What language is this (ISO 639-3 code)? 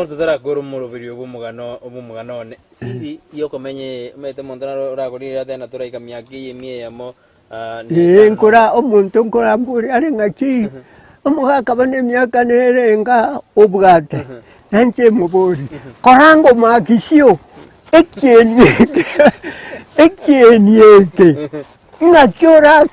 guz